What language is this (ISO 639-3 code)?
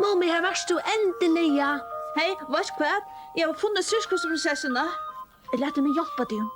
fao